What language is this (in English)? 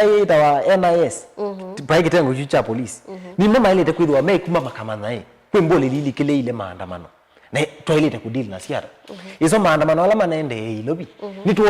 Kamba